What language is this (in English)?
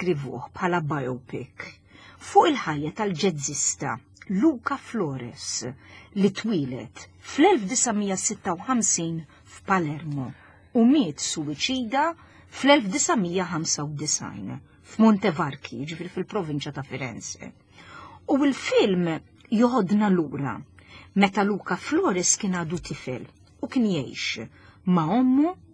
Maltese